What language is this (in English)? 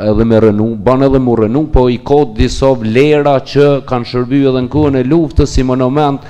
Albanian